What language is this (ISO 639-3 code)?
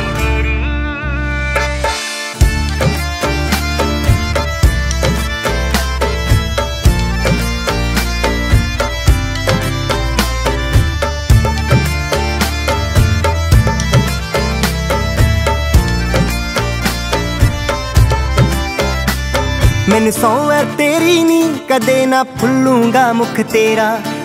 pan